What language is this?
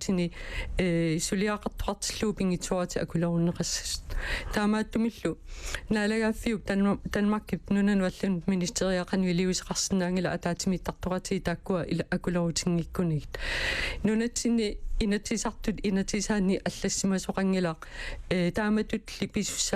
Kalaallisut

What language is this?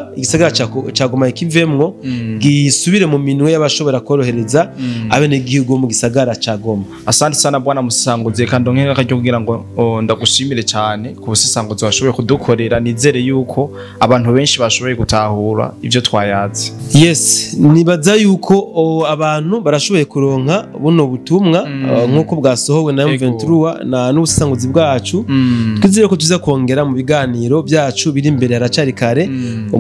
Rundi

